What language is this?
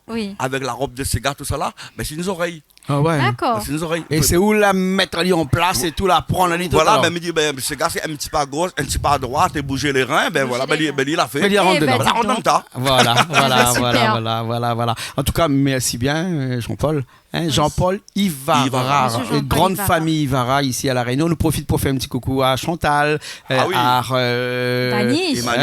Réunion Creole French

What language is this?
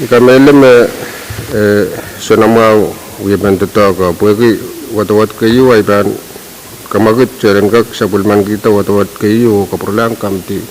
Pohnpeian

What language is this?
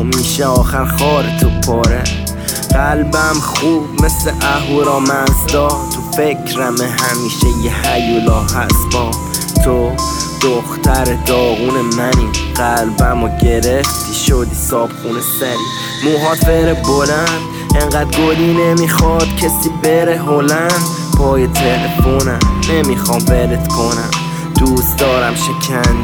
Persian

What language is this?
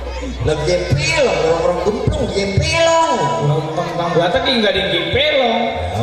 Betawi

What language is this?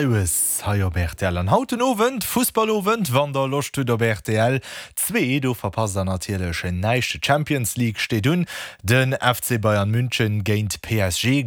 Luxembourgish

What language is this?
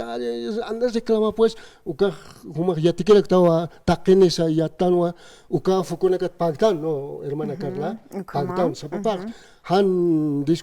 Aymara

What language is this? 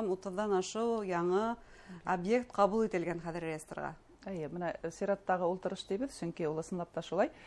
Bashkir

